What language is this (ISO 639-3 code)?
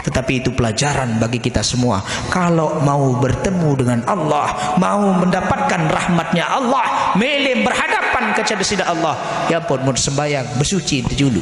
sas